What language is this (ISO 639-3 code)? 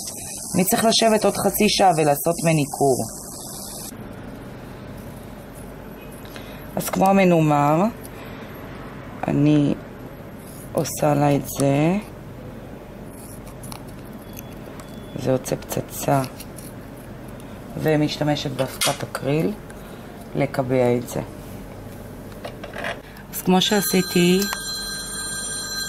heb